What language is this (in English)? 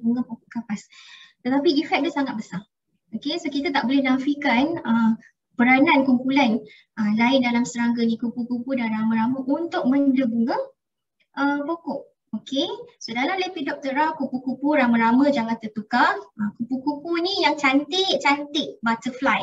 Malay